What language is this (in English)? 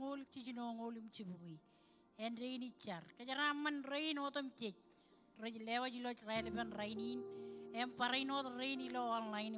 Marshallese